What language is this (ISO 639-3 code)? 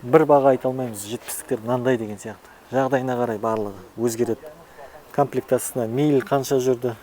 kaz